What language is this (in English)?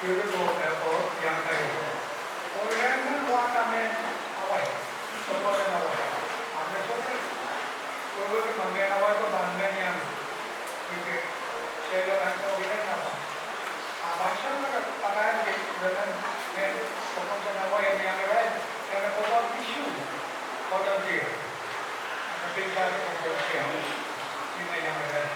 Pohnpeian